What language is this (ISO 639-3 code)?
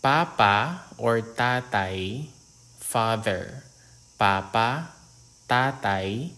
hil